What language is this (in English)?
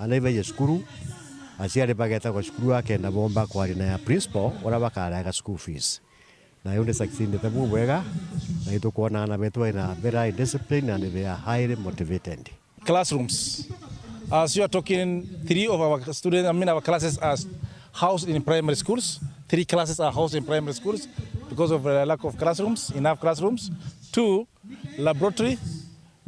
Meru